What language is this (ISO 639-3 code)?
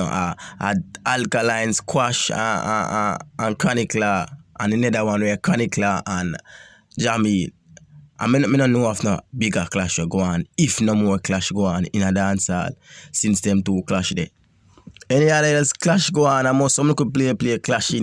jam